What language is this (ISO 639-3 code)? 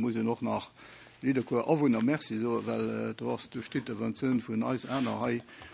ltz